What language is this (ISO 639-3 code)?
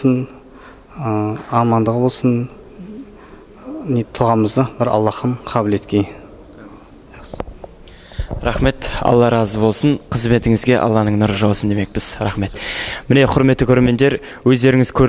kaz